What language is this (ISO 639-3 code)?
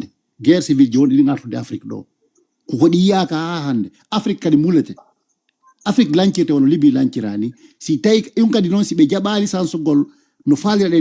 ful